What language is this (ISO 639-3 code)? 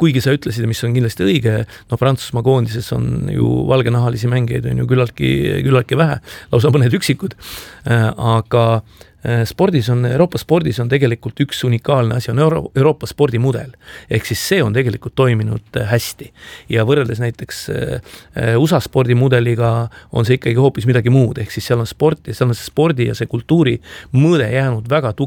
est